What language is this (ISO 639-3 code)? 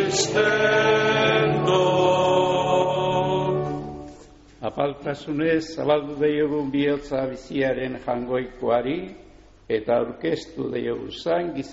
eus